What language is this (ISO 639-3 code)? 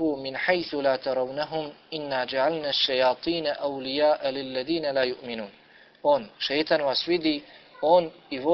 bos